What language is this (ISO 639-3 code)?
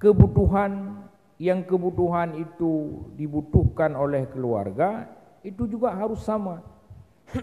ace